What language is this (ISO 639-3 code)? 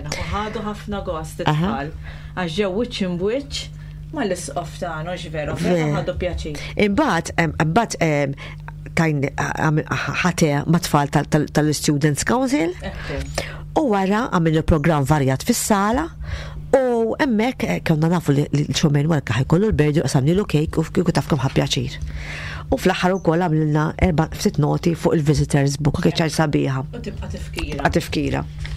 mlt